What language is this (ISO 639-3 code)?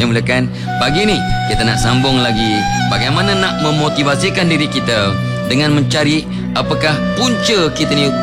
msa